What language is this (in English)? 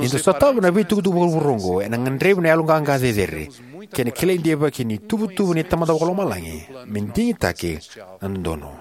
Fijian